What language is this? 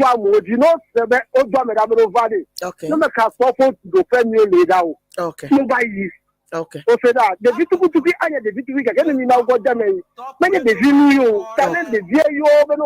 Ewe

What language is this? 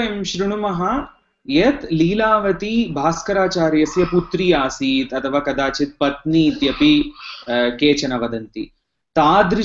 Sanskrit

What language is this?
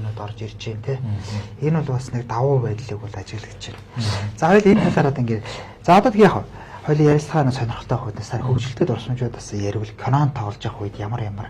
Mongolian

